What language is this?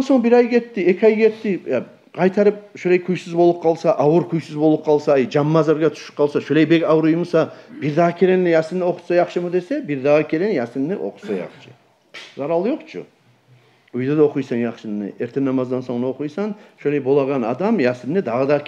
Kumyk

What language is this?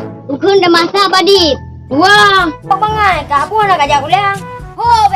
Achinese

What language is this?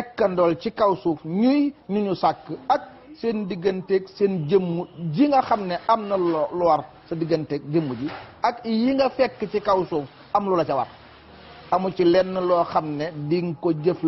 Wolof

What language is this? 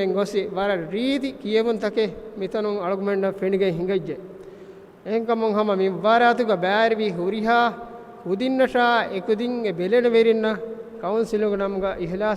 Divehi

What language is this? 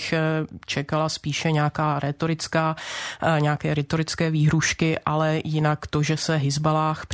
Czech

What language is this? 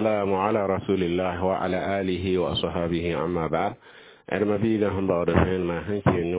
Mossi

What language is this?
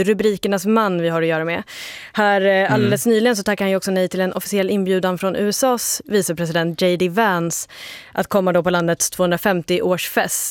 Swedish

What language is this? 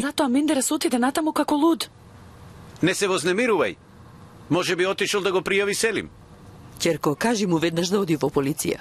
Macedonian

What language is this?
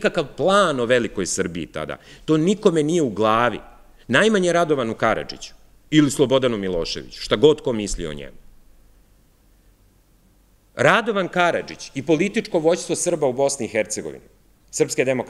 Serbian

